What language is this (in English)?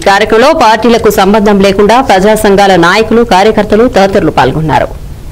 Telugu